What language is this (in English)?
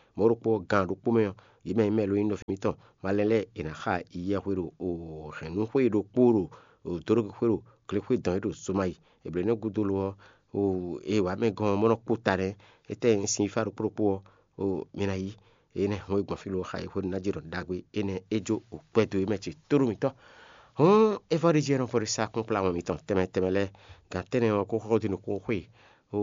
Fon